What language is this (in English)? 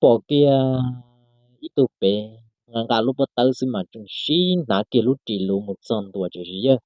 Hmong